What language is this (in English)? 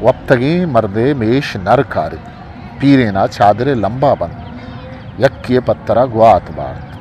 Eastern Balochi